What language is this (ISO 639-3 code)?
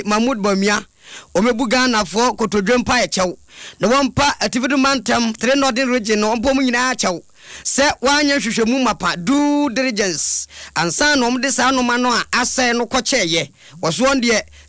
aka